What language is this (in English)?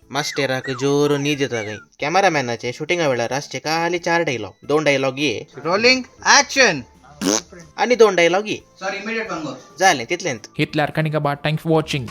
Konkani